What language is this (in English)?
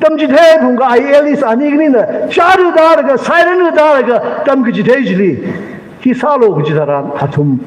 Tangkhul Naga (India)